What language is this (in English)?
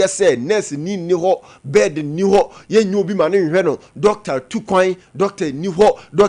Akan